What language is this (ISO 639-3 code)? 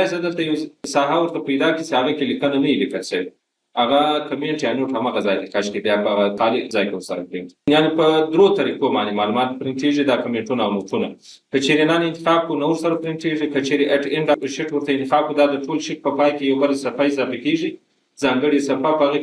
pus